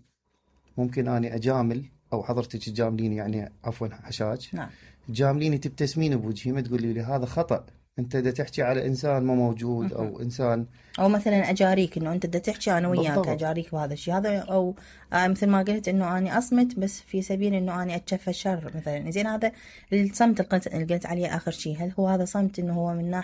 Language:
Mesopotamian Arabic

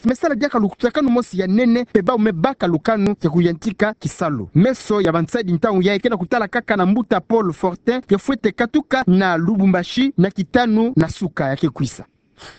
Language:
Kituba (Democratic Republic of Congo)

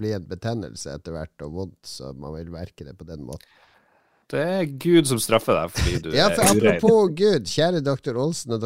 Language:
Norwegian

